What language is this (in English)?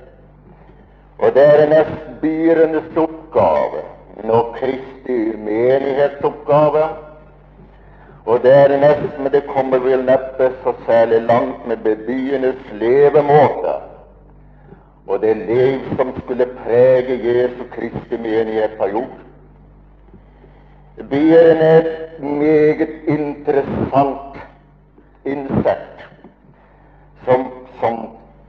Norwegian